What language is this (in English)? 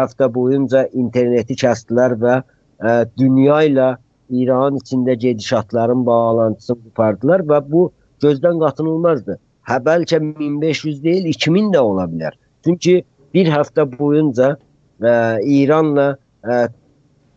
South Azerbaijani